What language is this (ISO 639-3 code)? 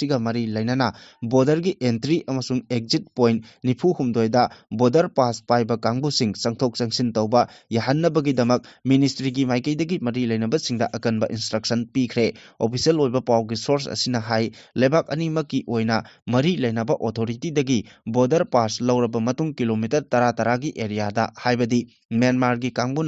mni